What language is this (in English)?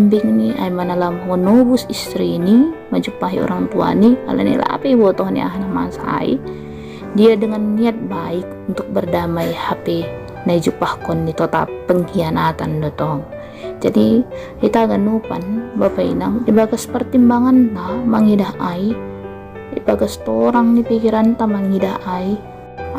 Batak Simalungun